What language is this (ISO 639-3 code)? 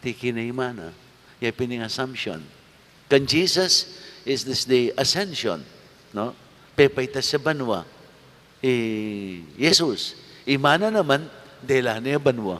pam